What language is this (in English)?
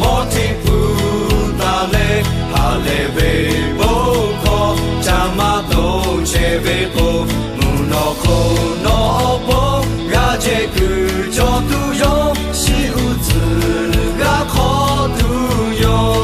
Lahu